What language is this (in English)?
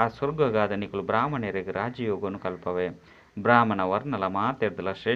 Tulu